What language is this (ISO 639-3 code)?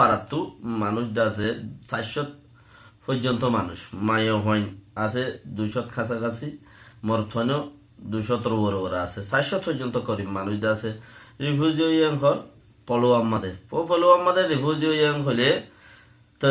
rhg